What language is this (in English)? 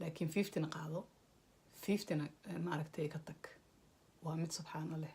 Somali